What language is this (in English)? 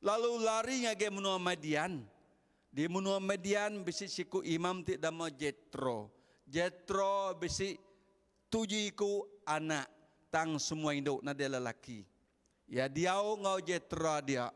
Iban